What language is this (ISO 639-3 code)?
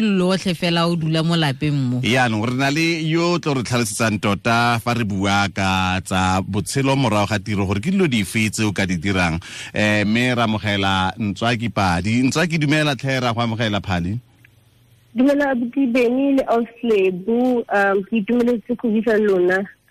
tsn